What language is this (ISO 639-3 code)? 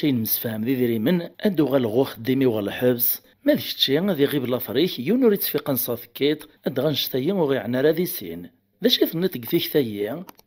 kab